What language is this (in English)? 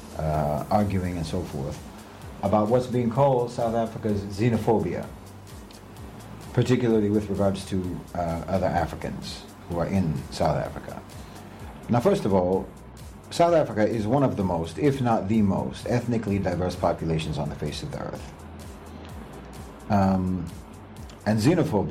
English